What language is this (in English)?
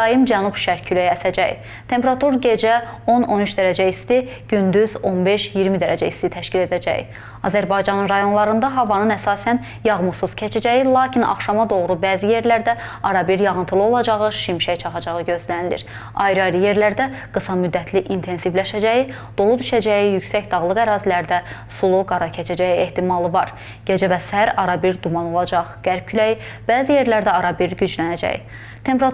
Azerbaijani